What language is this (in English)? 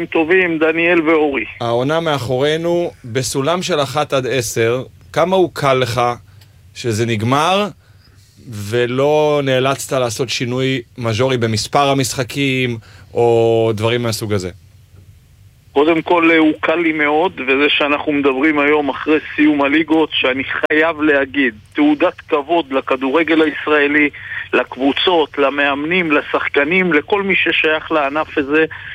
Hebrew